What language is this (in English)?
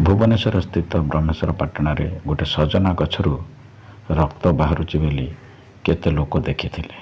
Odia